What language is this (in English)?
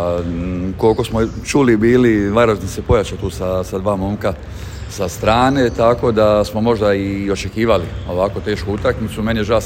Serbian